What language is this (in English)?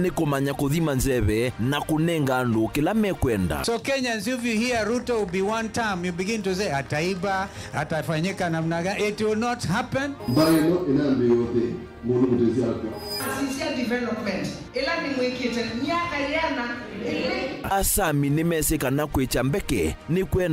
Kamba